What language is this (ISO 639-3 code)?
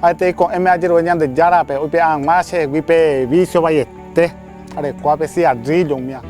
grn